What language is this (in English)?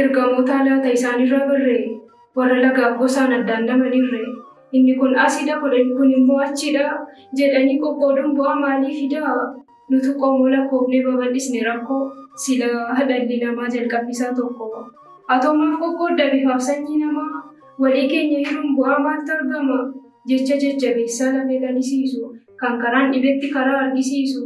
Oromo